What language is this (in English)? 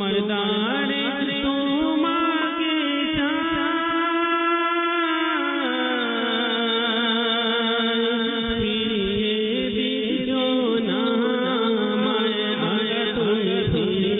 Bangla